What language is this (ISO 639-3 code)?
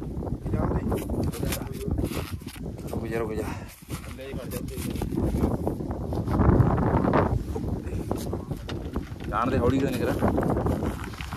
pan